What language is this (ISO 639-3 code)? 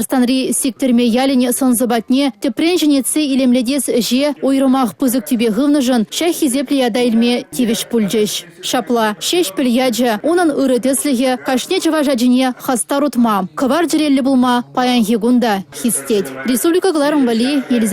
chv